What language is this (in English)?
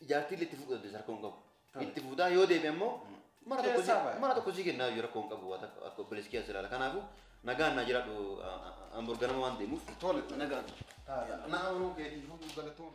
Oromo